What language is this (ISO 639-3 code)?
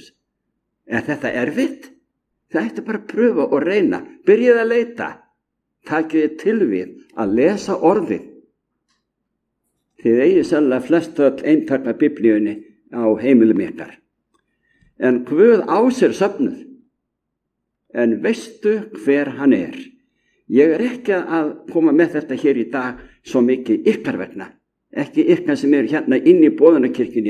isl